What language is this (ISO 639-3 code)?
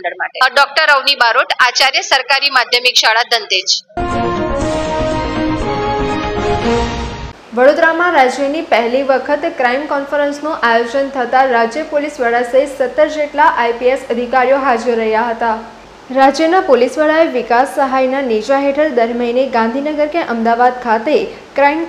guj